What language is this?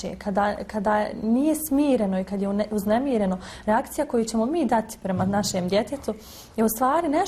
Bosnian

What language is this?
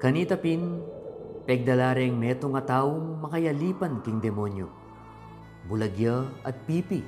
Pampanga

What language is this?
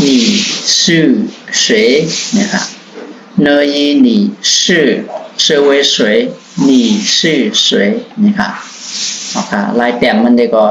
Shan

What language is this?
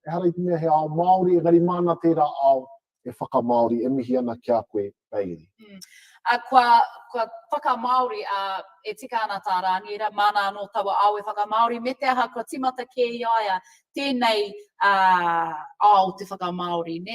Māori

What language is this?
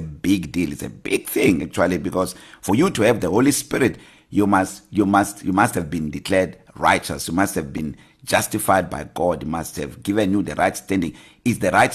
English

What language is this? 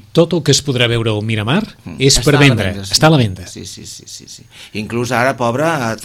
Catalan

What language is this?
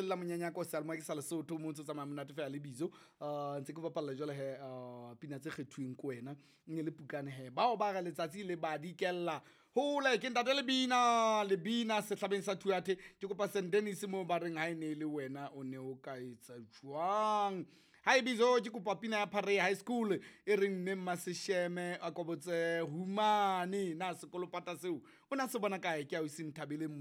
Southern Sotho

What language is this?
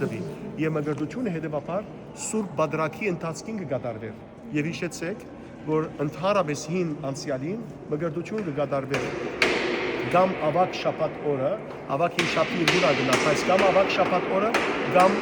Western Armenian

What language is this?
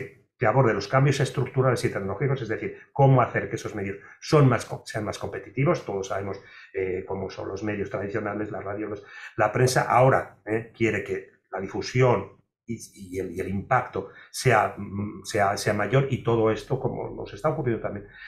Spanish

